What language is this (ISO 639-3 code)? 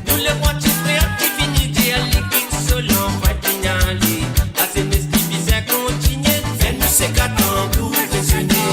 mfe